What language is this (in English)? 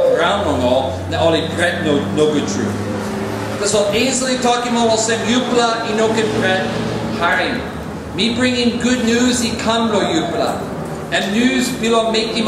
Tok Pisin